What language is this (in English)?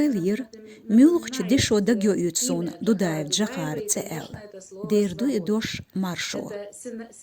Chechen